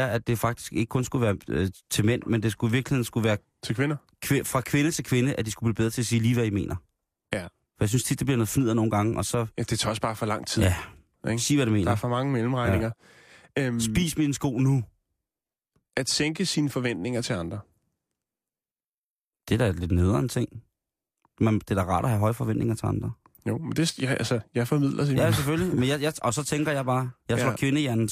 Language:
Danish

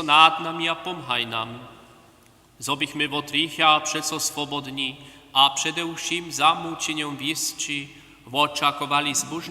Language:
Upper Sorbian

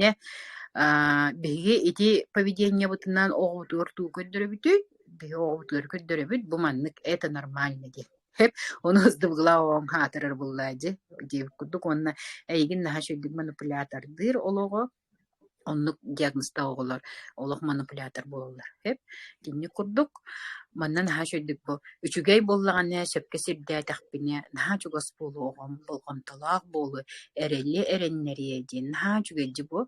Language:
Yakut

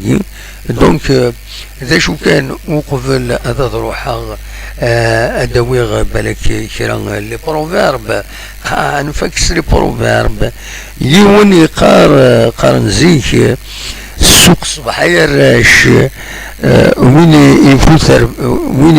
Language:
Kabyle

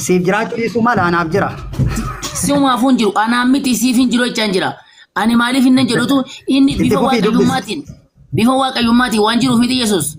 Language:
Oromo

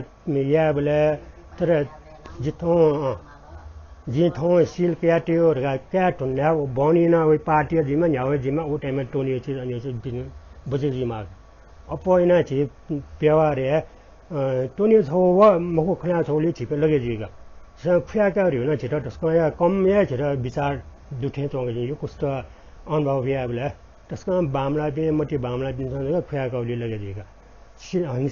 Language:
Newari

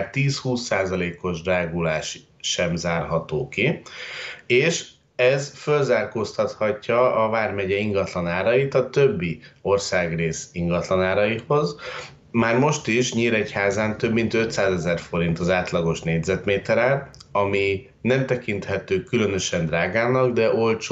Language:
Hungarian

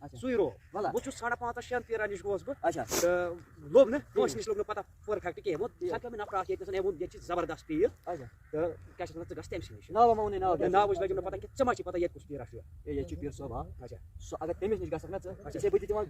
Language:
Kashmiri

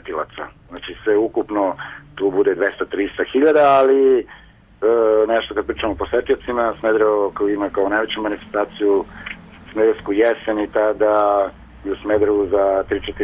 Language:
Serbian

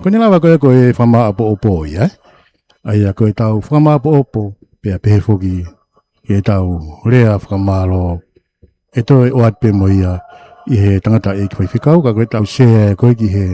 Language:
Tongan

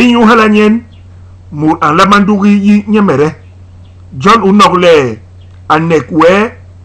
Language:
Basaa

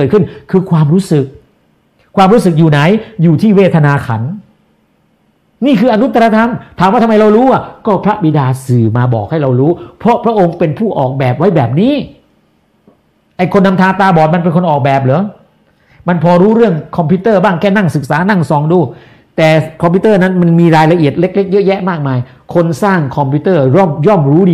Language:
Thai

